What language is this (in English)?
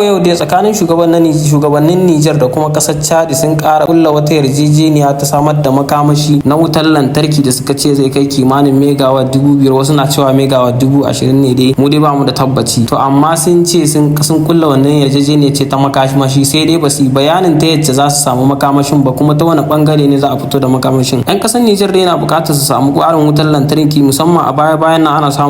Hausa